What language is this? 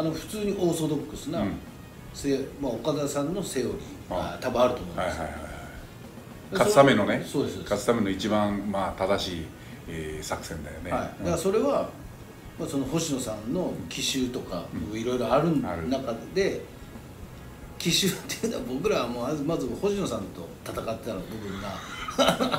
Japanese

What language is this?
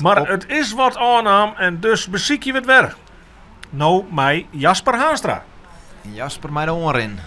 Western Frisian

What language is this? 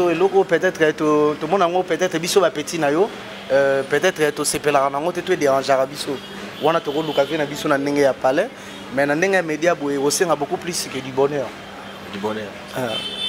Lingala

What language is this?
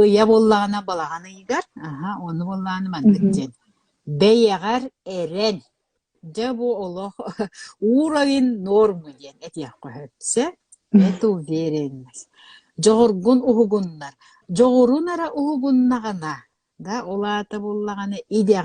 Yakut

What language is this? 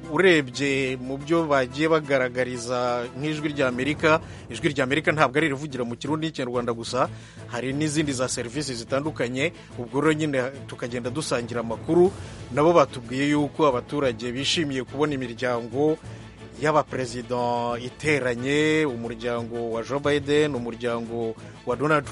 Kinyarwanda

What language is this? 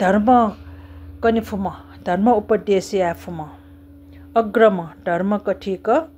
Newari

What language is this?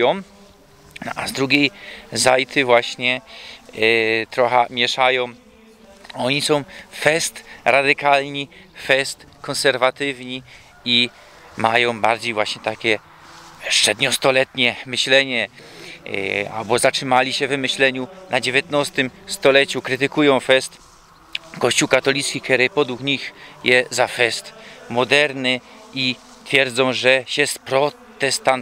Silesian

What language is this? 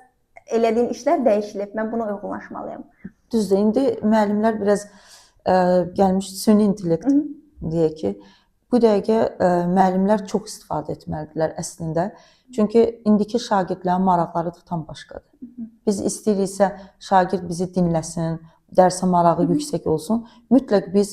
Azerbaijani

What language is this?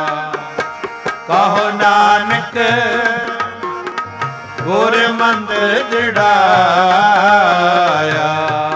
Punjabi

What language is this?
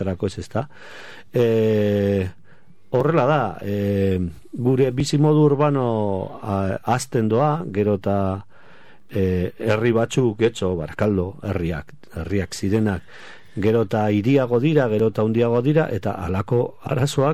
Basque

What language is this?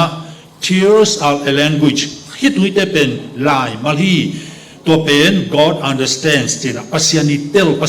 Tedim Chin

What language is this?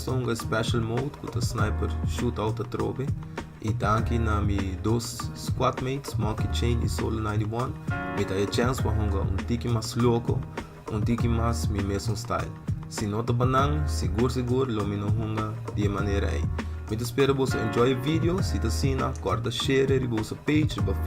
Papiamento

